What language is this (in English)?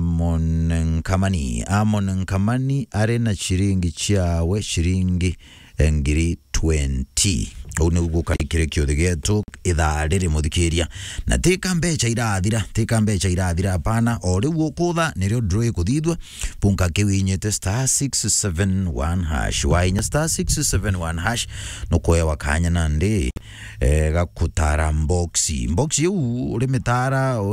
Meru